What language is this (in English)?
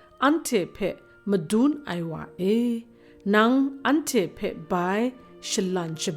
Kachin